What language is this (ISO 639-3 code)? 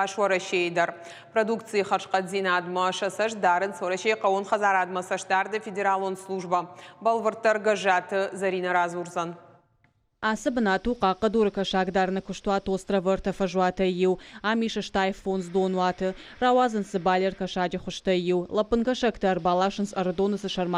oss